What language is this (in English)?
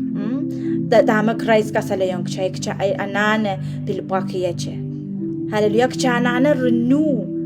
Pohnpeian